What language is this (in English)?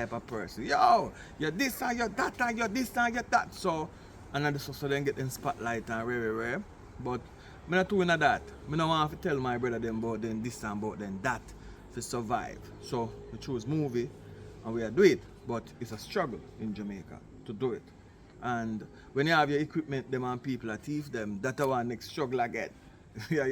Jamaican Creole English